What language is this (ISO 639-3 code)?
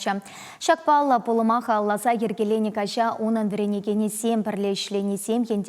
chv